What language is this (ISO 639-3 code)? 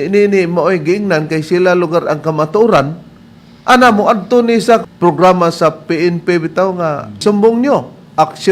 ceb